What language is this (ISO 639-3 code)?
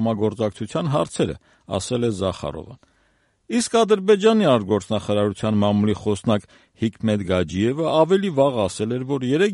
hye